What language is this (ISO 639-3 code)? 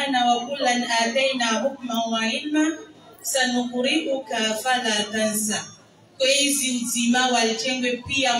swa